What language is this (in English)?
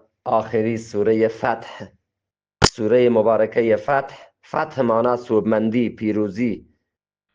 Eastern Balochi